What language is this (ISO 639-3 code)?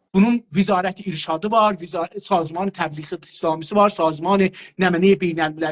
azb